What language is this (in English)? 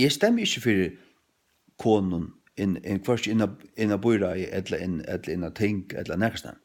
Faroese